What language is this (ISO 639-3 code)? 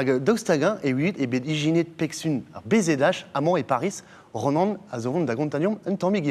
bre